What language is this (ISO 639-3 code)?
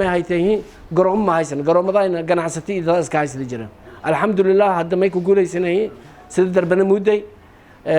som